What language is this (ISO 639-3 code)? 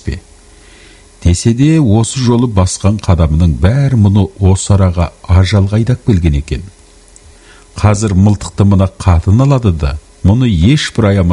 kaz